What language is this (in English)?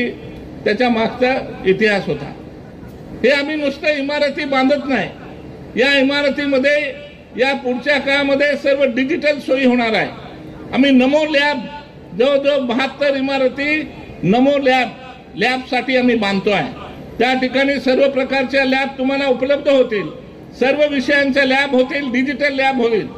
Marathi